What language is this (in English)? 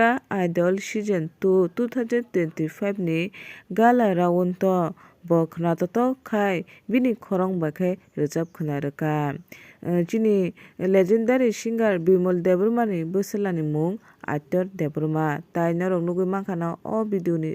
Kok Borok